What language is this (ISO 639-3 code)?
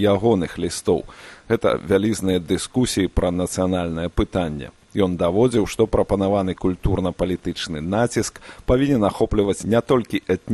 bel